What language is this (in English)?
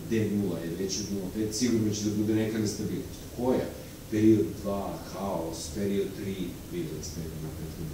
Serbian